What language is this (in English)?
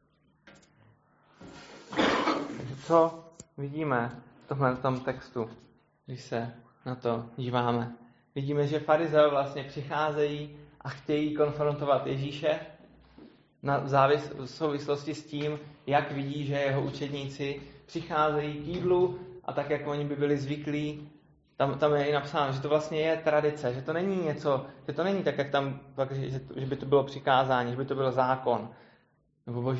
Czech